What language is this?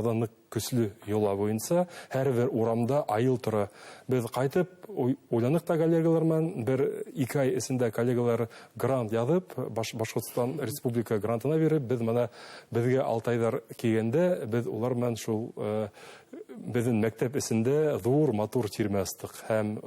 Bashkir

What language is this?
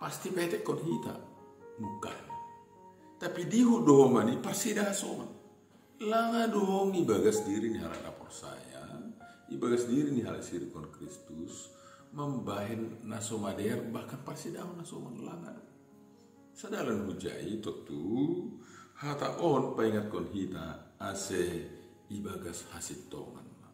Batak Simalungun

